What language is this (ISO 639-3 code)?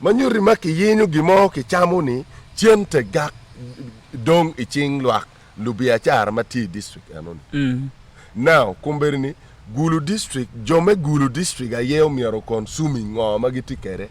ach